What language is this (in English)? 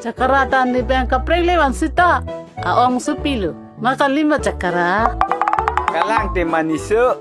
Karbi